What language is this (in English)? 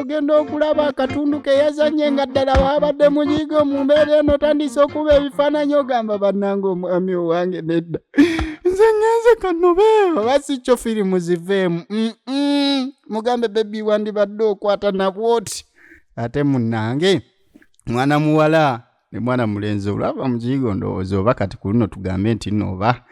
Ganda